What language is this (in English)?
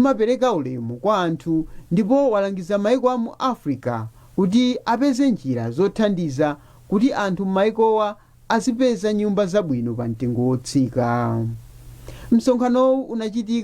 Nyanja